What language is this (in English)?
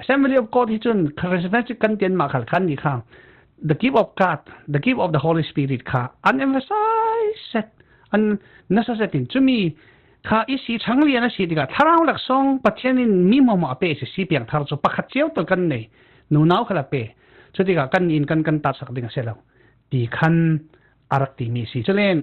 Falam Chin